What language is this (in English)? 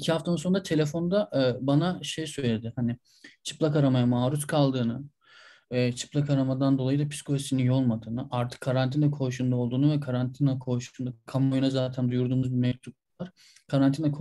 Turkish